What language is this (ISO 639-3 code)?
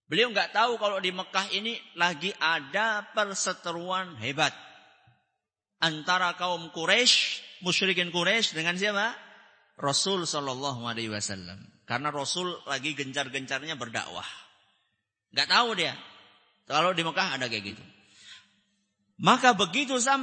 ind